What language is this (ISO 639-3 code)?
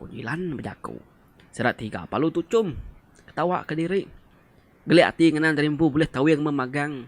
iba